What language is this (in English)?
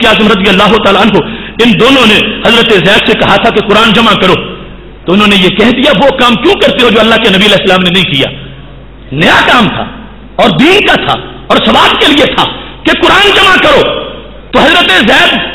Urdu